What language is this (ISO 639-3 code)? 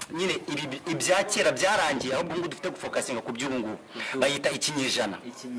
kin